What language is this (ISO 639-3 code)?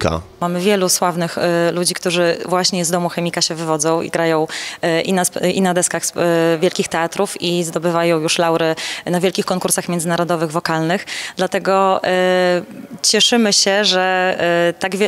pol